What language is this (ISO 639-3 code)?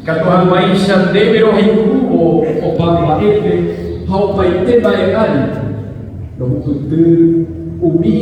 grn